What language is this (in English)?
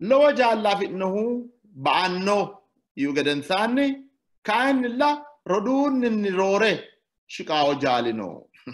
Sidamo